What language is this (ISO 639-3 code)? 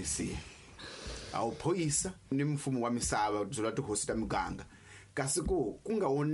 tso